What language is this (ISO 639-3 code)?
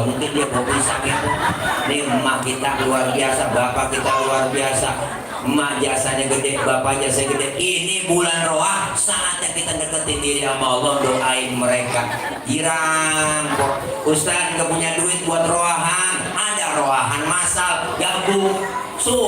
bew